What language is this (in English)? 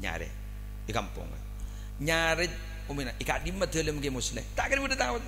Madurese